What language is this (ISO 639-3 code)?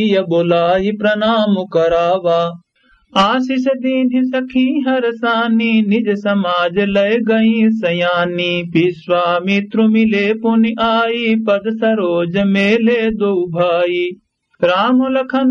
awa